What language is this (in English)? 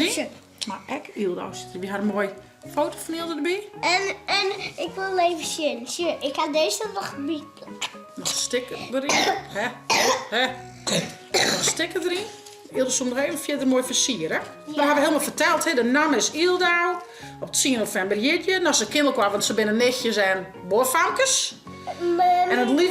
Western Frisian